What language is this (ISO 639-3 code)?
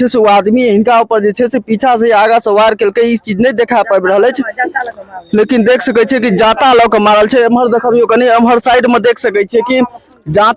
mai